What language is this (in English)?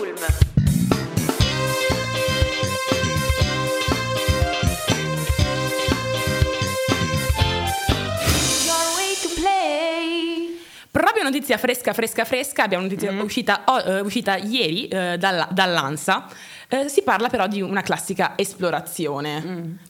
Italian